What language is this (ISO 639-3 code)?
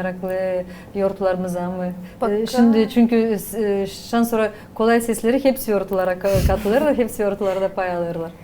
gag